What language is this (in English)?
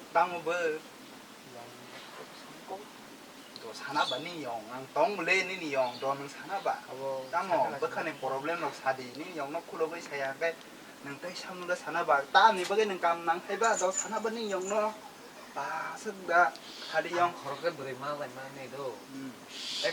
Kok Borok